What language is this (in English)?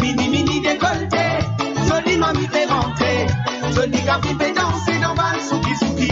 Morisyen